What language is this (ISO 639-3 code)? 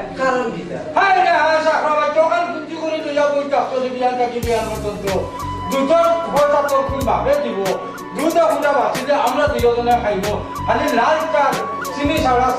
syl